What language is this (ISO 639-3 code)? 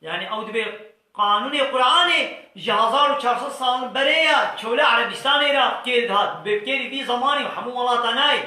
kur